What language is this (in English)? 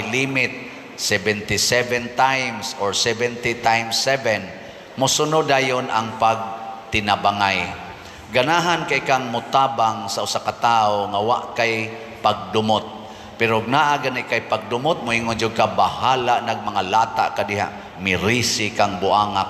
Cebuano